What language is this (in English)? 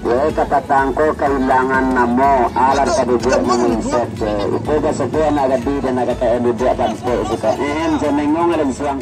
Minangkabau